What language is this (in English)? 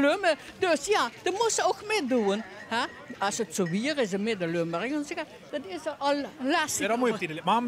Limburgish